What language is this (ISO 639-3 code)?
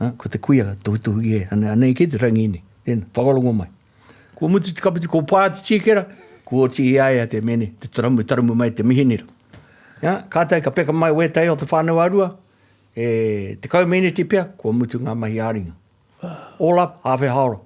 mri